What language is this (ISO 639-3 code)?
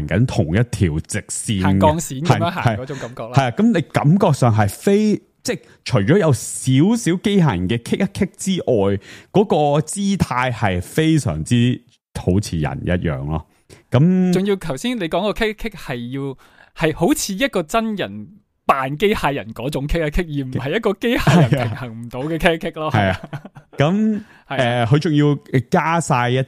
yue